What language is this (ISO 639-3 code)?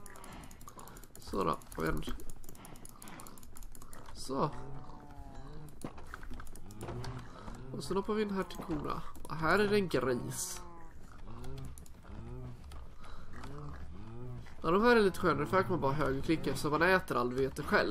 swe